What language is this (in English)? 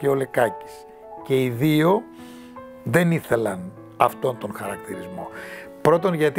Greek